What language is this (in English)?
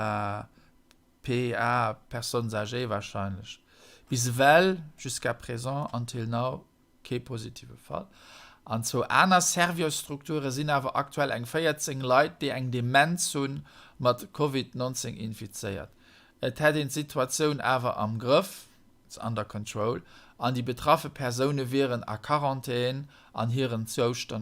Luxembourgish